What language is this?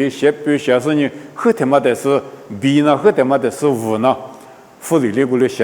Lisu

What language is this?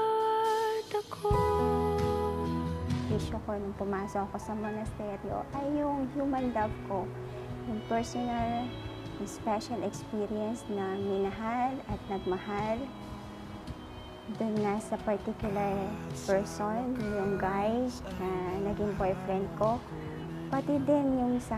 Filipino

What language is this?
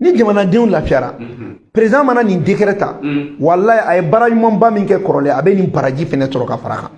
Bambara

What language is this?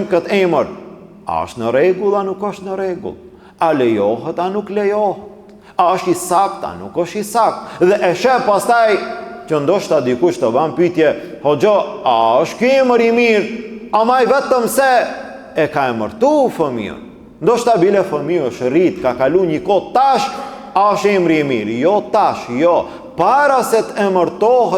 Albanian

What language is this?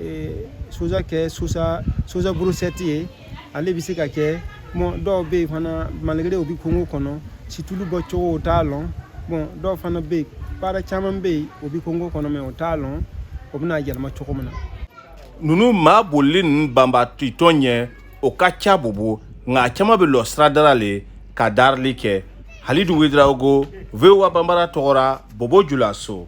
Bambara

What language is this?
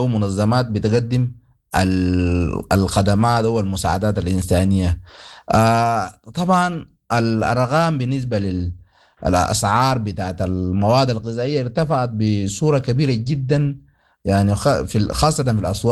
Sudanese Arabic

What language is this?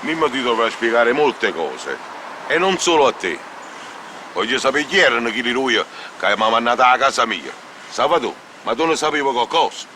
Neapolitan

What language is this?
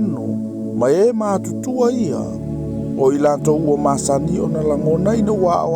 Samoan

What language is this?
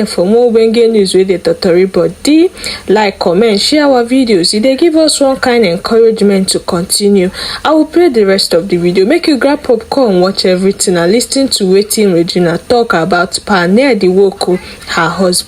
Nigerian Pidgin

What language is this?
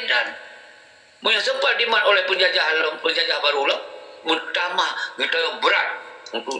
Achinese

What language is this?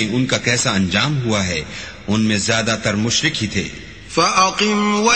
Urdu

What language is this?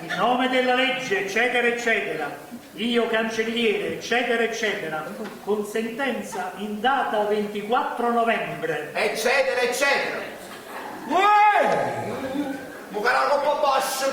Neapolitan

